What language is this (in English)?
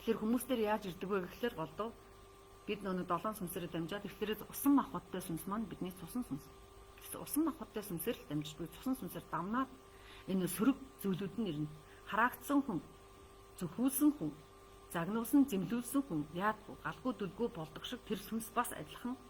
Mongolian